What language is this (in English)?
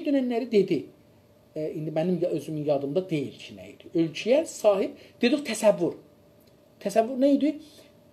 South Azerbaijani